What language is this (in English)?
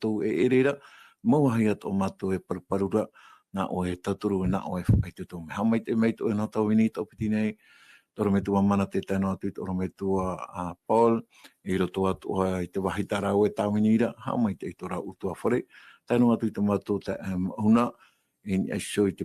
Tahitian